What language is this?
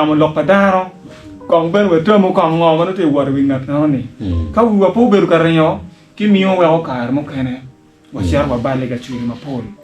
Acoli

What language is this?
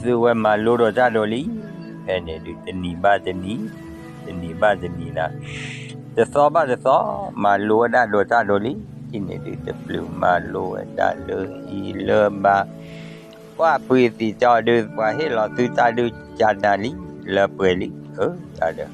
S'gaw Karen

